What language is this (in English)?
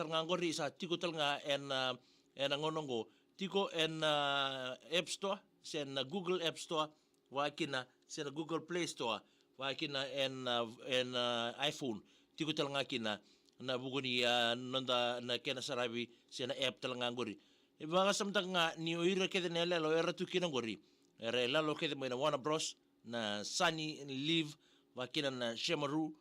Fijian